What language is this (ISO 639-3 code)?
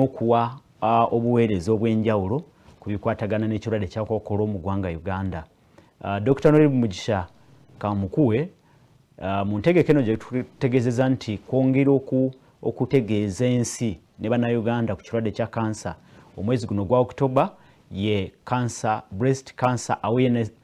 lug